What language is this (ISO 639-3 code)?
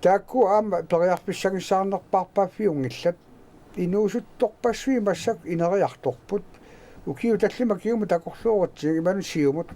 kal